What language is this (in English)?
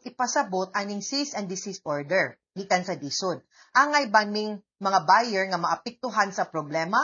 Cebuano